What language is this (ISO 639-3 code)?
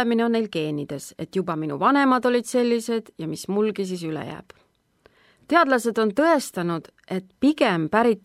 est